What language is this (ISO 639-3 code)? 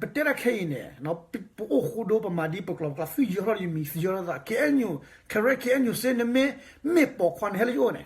ksw